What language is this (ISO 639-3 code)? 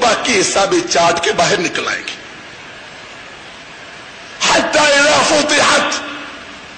urd